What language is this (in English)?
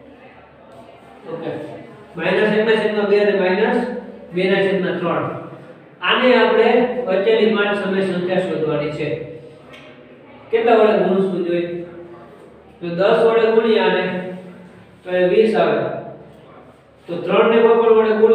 Gujarati